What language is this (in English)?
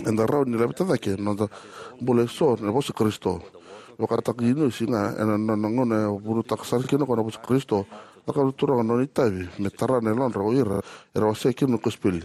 Fijian